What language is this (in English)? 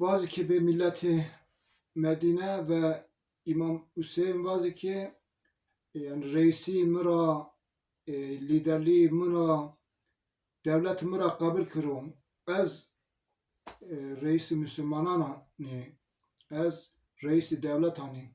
Zaza